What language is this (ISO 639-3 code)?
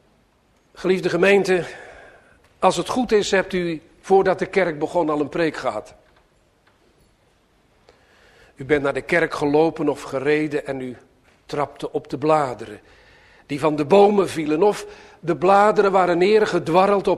nld